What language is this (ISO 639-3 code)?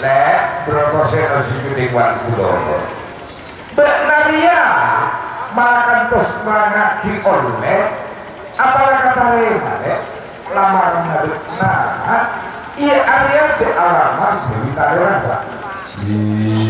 mad